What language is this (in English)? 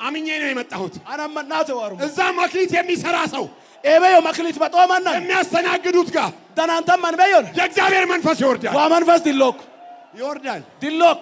Amharic